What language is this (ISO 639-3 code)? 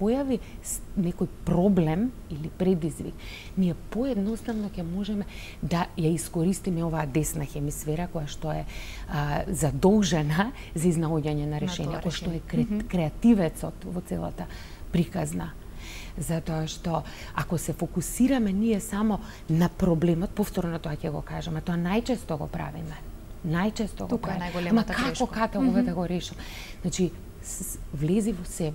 mkd